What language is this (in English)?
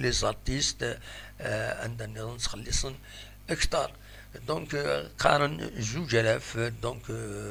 Kabyle